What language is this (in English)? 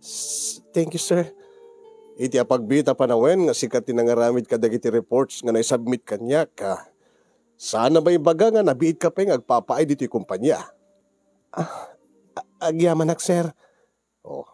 Iloko